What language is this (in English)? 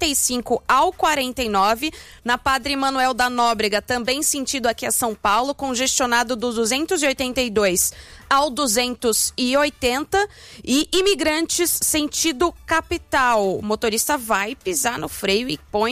Portuguese